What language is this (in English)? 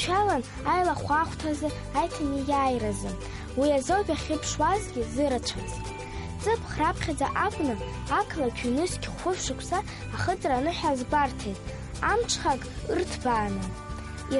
Abkhazian